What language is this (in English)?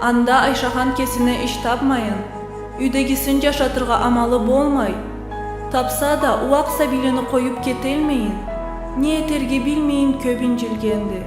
Karachay-Balkar